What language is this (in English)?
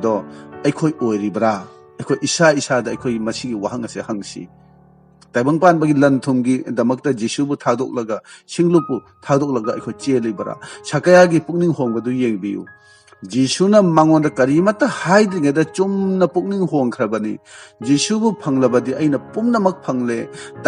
Manipuri